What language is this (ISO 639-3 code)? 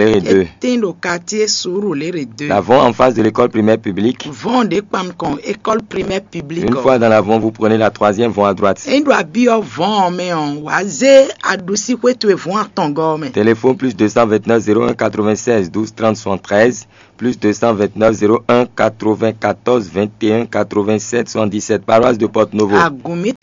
fon